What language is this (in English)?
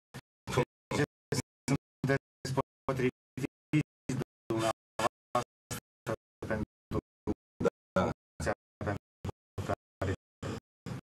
Romanian